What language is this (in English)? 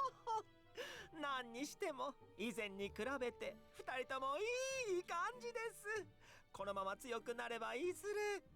Japanese